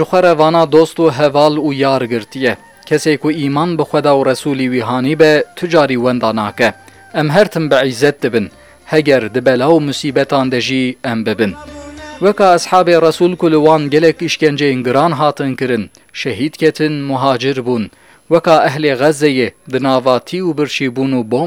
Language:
Kurdish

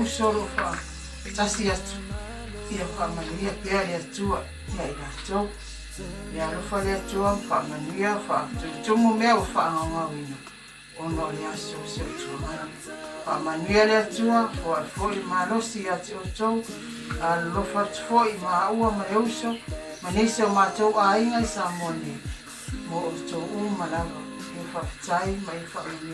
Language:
Samoan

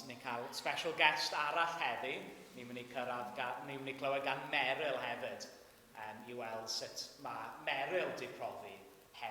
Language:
Welsh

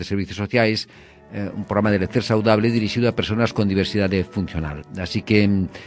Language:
Galician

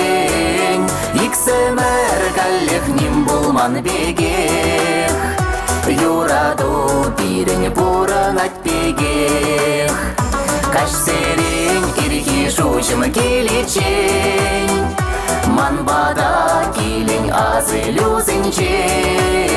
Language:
Chuvash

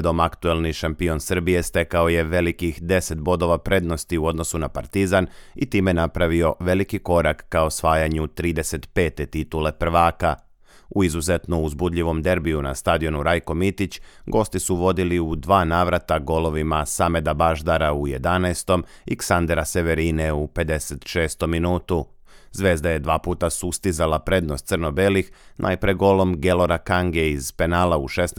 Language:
Serbian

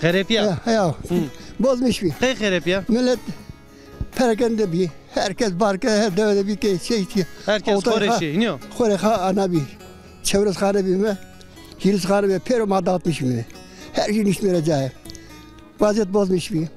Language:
Zaza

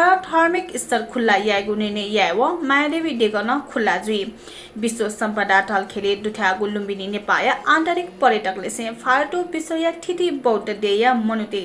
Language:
Newari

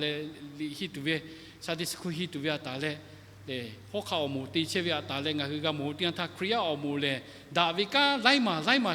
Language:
Lahu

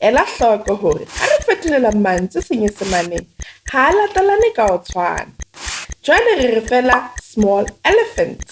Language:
Southern Sotho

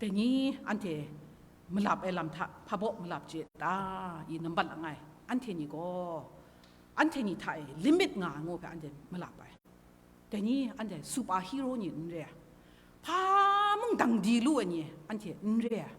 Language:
Kachin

